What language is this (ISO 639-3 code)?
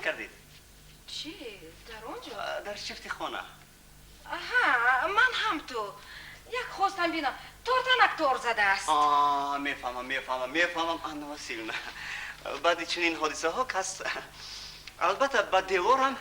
tgk